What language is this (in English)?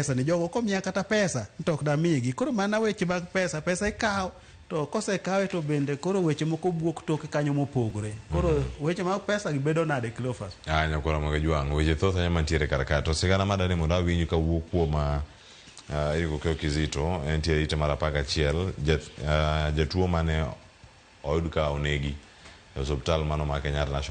Luo (Kenya and Tanzania)